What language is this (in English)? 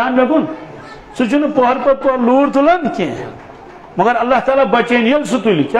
Kashmiri